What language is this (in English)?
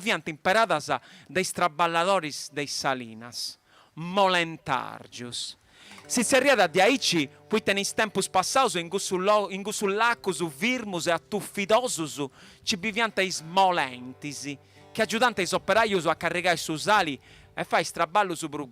Sardinian